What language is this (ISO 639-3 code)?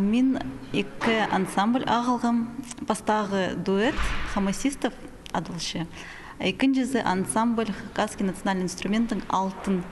kjh